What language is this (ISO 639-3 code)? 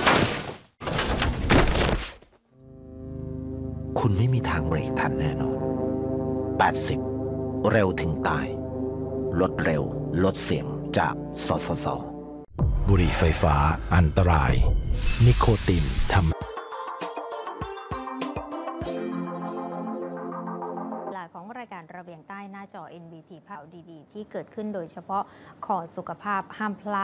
tha